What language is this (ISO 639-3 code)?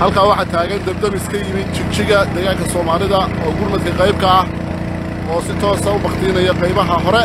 som